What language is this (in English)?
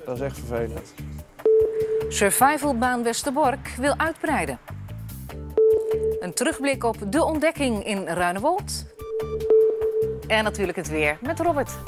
Dutch